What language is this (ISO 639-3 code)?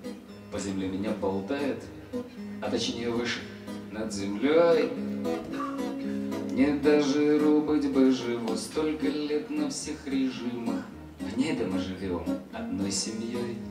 rus